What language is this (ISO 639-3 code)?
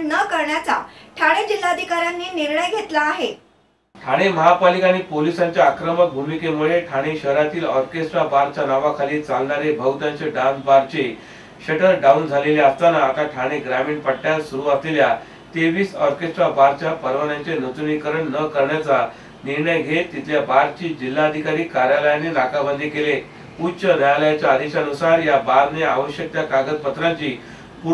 mar